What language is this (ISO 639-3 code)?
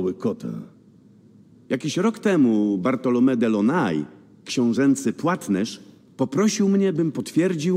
pol